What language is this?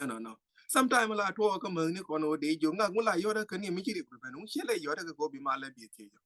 Nuer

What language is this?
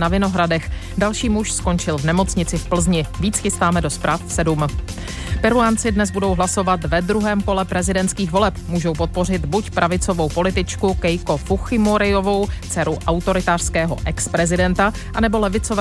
Czech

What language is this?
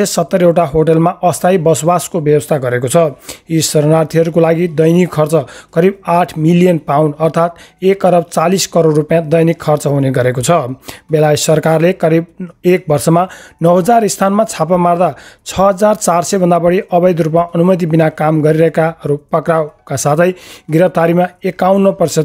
Nepali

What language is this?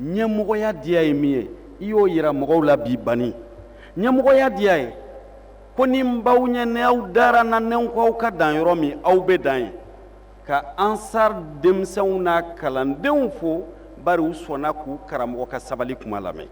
Bambara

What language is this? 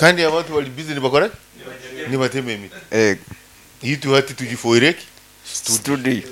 Nyoro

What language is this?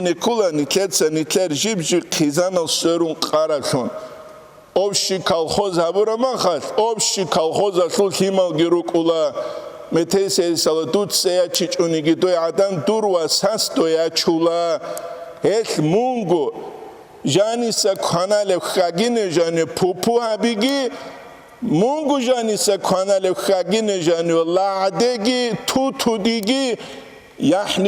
Avaric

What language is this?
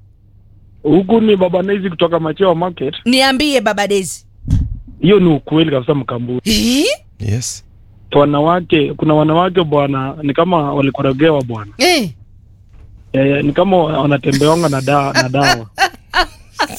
Swahili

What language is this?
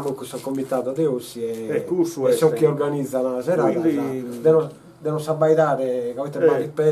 Sardinian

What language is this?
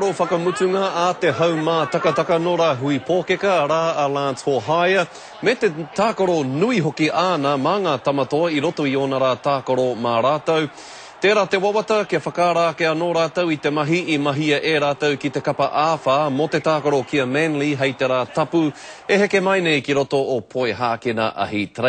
Māori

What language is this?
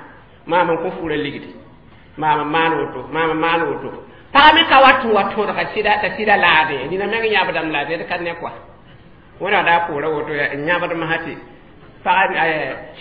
Mossi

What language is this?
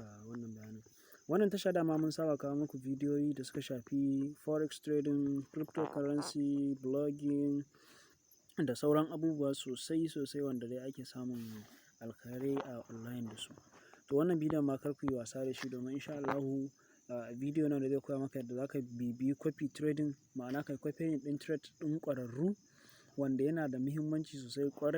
Hausa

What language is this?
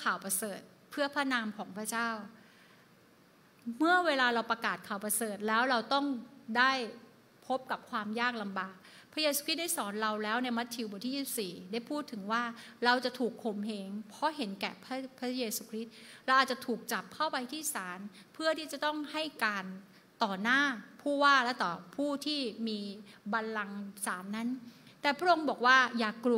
Thai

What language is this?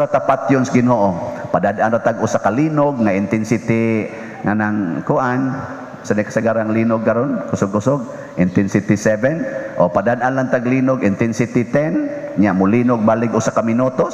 Cebuano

